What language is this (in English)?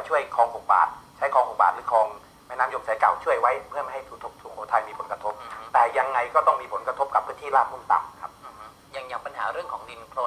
Thai